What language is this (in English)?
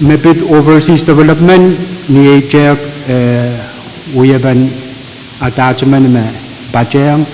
Pohnpeian